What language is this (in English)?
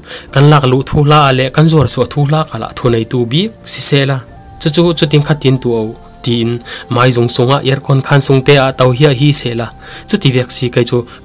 Falam Chin